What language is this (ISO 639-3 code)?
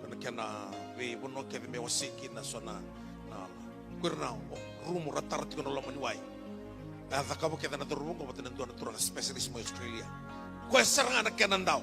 fij